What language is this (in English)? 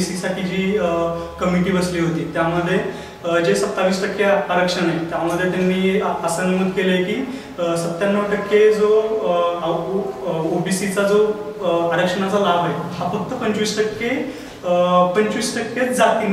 Marathi